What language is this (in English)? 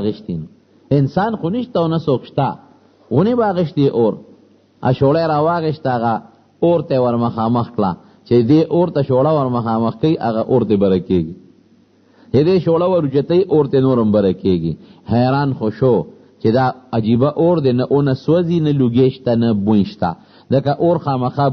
Pashto